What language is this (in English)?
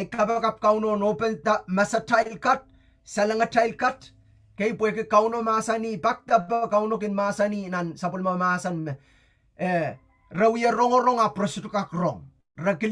Pohnpeian